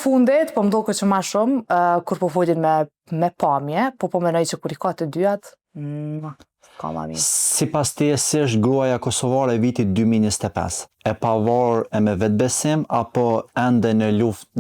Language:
Albanian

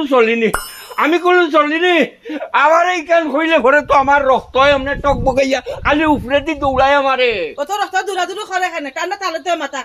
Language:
Sylheti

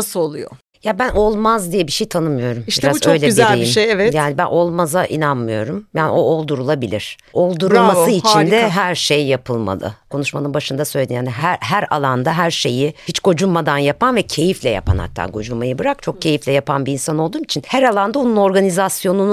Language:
Turkish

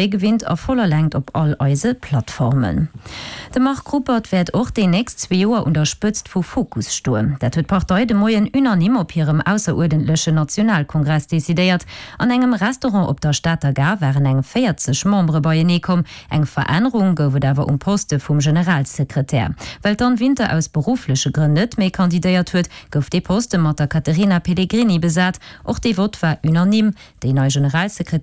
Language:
Luxembourgish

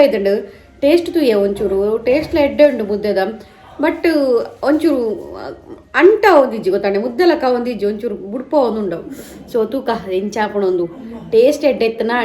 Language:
Tulu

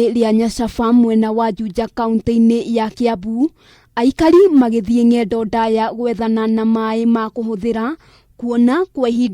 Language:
Kikuyu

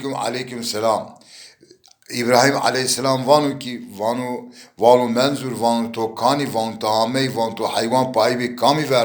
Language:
Zaza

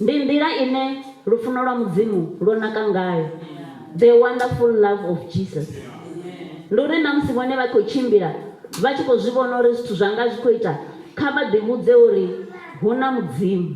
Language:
Venda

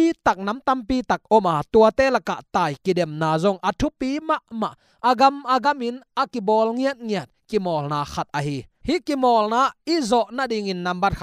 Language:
Tedim Chin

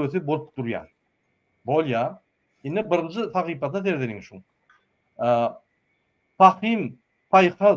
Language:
Turkmen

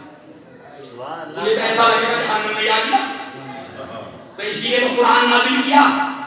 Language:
Hindi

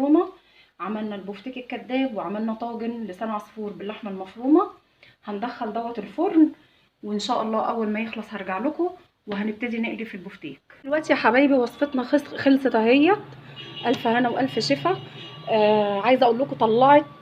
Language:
Egyptian Arabic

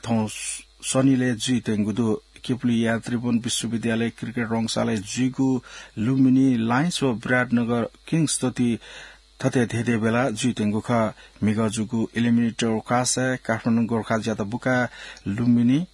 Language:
Newari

